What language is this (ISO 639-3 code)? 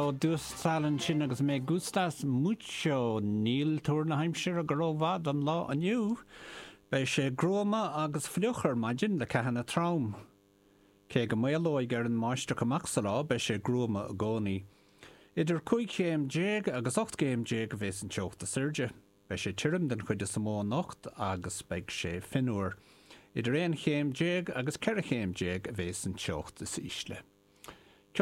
gle